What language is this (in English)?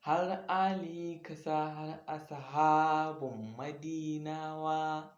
Hausa